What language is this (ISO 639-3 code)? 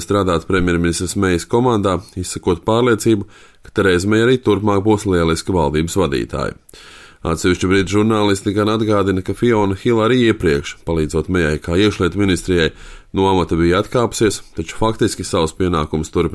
lav